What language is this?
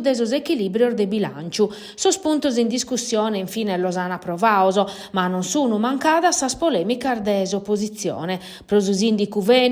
Sardinian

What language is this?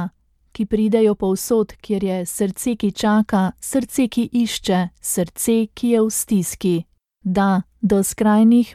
Slovenian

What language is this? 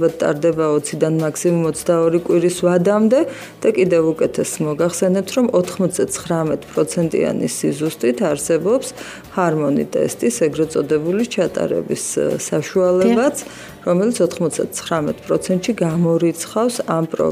Georgian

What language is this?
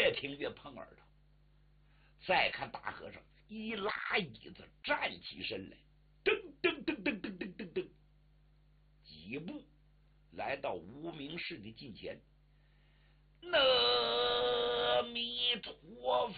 Chinese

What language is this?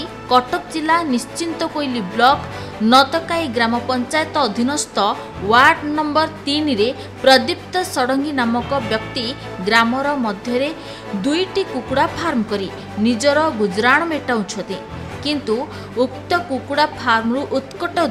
Odia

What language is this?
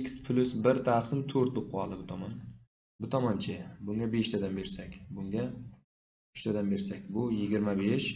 Uzbek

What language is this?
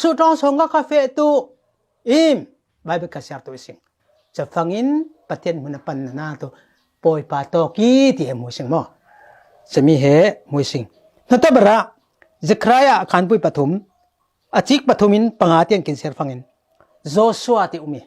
Falam Chin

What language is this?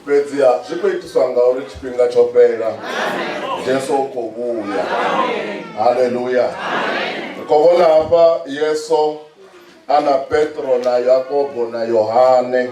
Venda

